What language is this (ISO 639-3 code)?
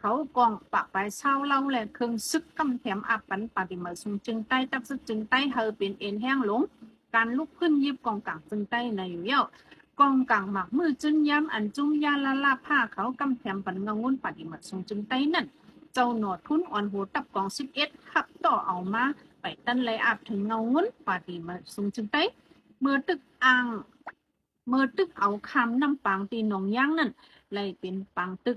shn